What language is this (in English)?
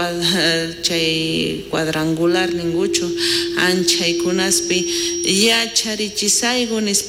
South Bolivian Quechua